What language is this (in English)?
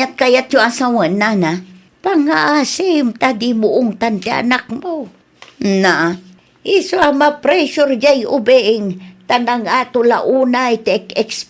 Iloko